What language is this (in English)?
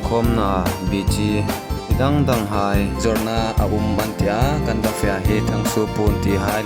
Hmar